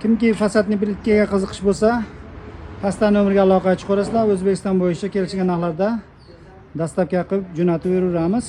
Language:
Uzbek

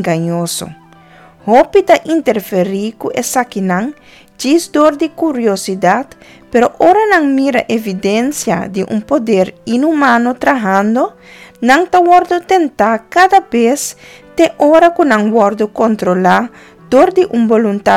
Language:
Papiamento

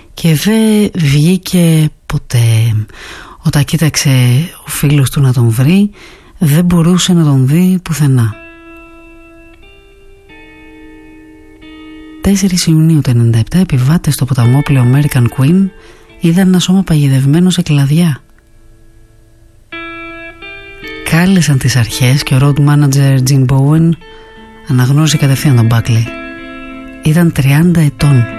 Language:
Greek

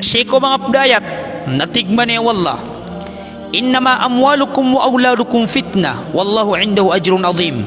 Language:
Maranao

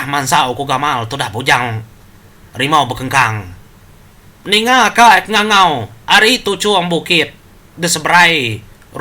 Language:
Iban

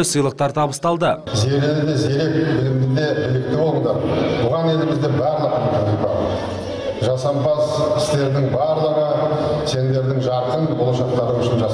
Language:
Kazakh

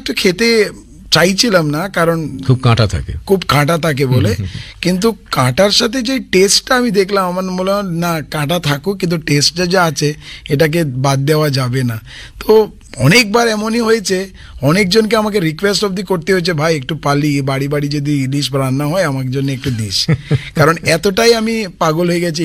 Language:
Bangla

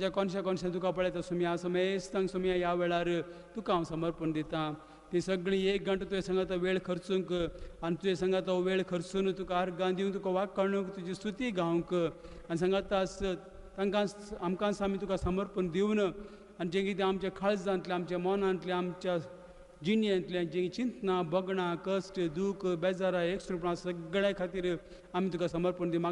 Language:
Konkani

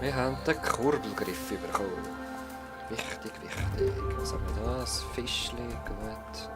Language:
Swiss German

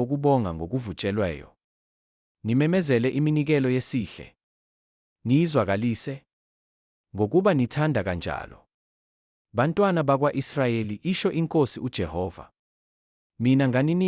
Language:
Zulu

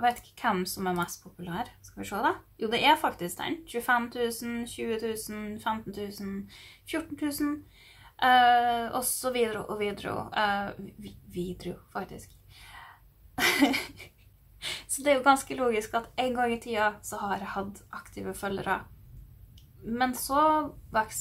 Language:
Norwegian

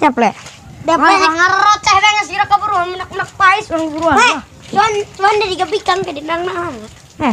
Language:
Sundanese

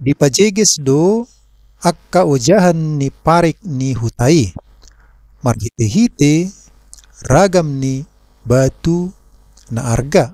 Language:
Batak Toba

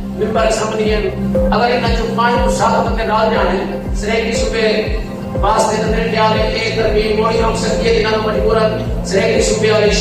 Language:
Saraiki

